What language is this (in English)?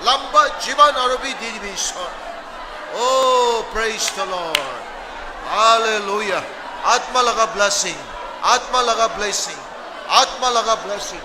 Naga Pidgin